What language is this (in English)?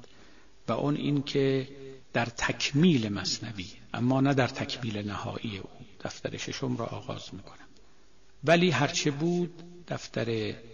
Persian